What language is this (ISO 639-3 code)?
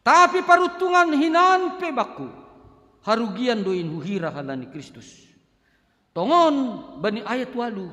bts